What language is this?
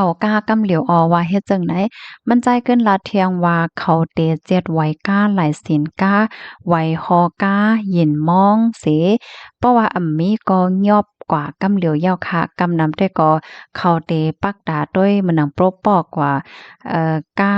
Shan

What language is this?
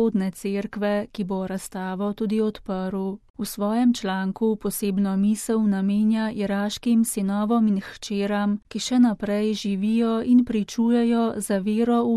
Slovenian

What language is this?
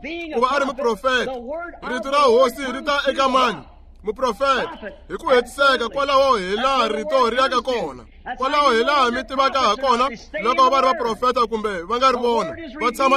Tsonga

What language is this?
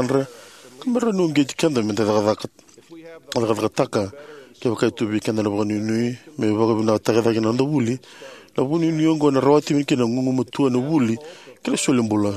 Fijian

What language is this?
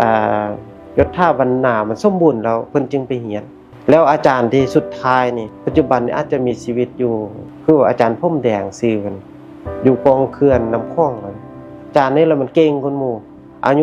Lao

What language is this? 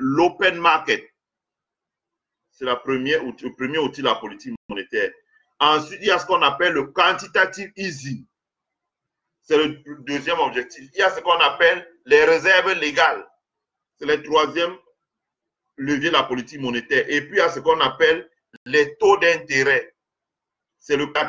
French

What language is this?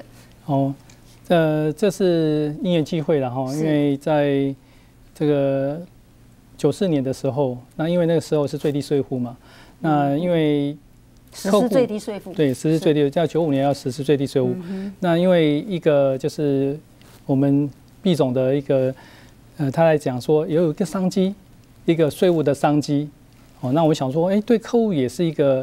Chinese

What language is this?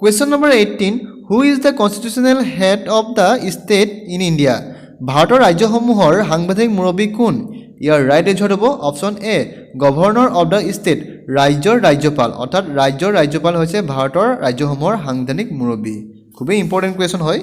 Assamese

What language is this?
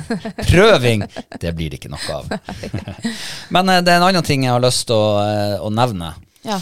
Norwegian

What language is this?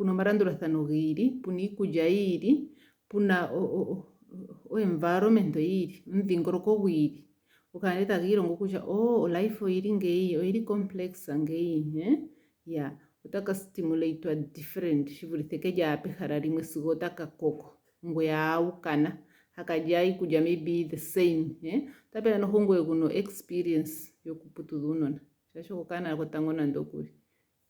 Ndonga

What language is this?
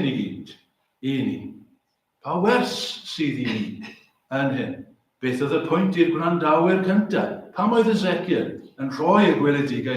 Welsh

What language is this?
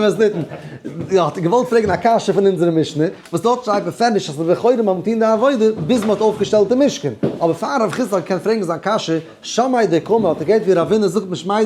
Yiddish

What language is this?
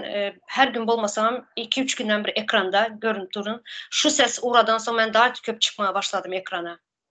Turkmen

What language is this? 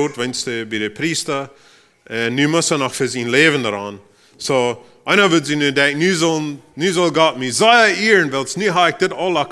Plautdietsch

